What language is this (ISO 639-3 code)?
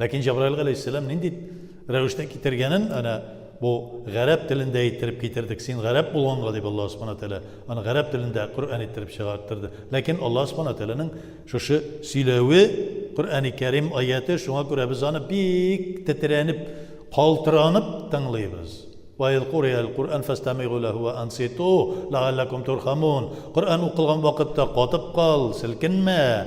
tat